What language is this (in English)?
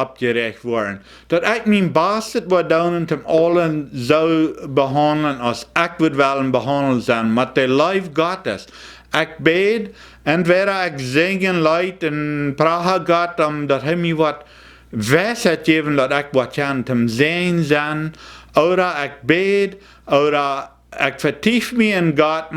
Plautdietsch